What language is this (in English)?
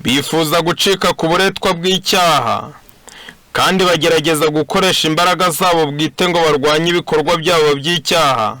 Kinyarwanda